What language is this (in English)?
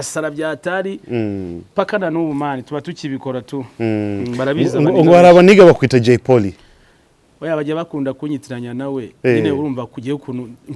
Kinyarwanda